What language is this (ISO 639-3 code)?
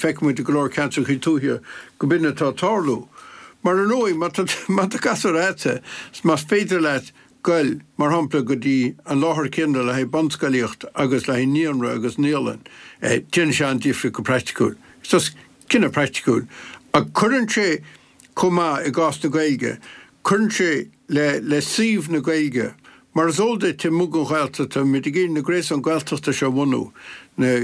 gle